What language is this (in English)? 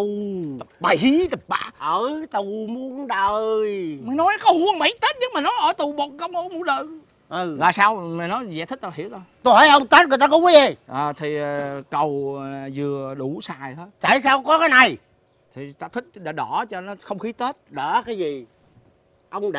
Vietnamese